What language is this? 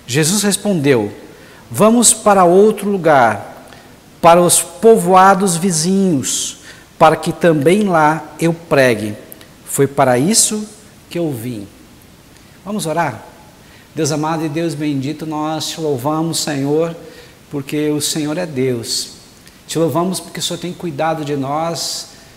Portuguese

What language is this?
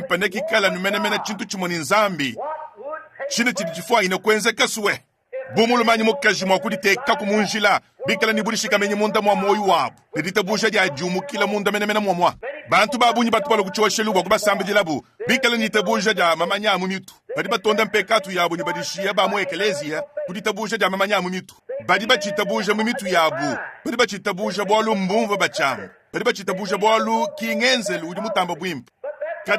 Luba-Lulua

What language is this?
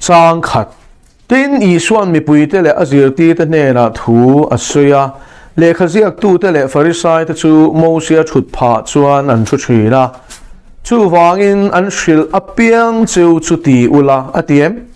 Mizo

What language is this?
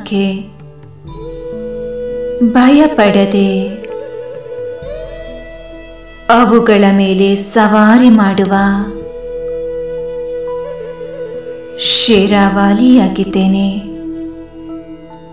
Kannada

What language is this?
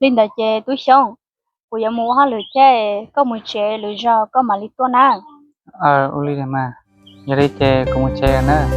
Hmong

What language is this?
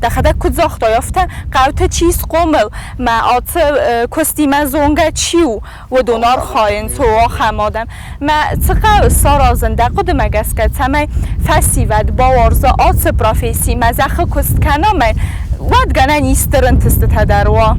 Ossetic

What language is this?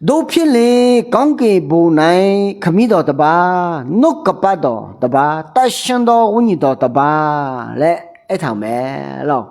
Akha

